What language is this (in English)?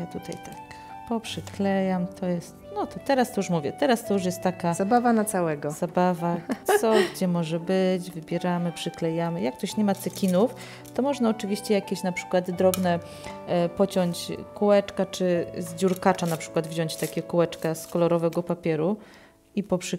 Polish